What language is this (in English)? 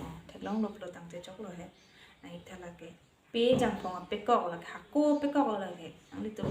Karbi